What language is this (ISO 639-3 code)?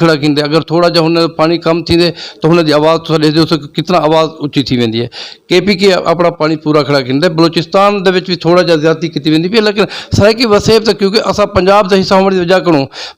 skr